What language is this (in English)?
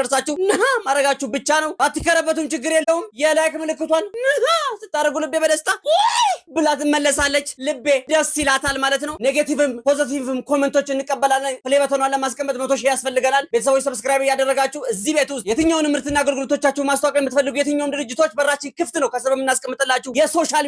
Amharic